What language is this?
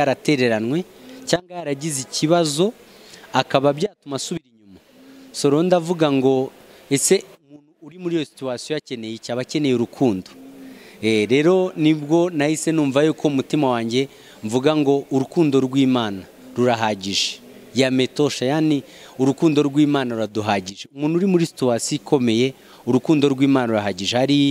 Kinyarwanda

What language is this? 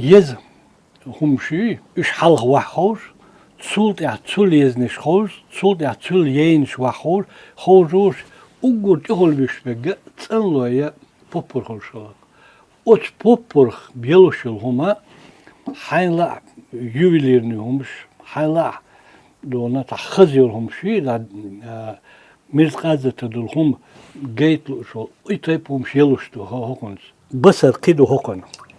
Chechen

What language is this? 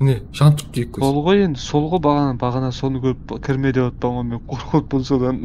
Kara-Kalpak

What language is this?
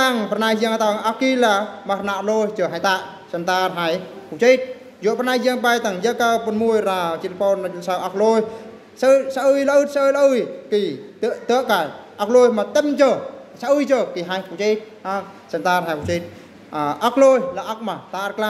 Eastern Bru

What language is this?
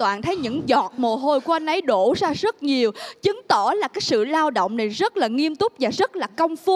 Vietnamese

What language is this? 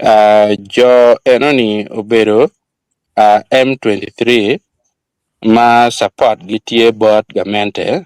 Acoli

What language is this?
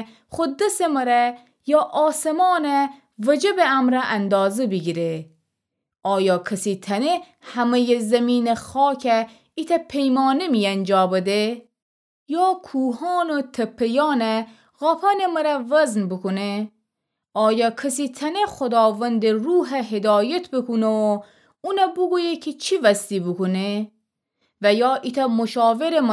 Gilaki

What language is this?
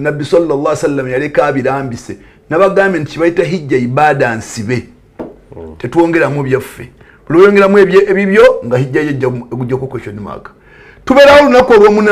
Ganda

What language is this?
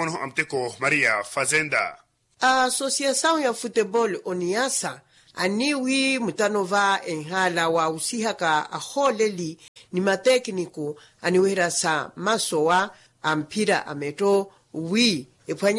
Makhuwa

